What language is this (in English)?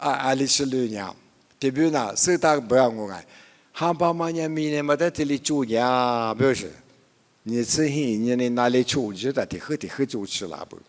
Lisu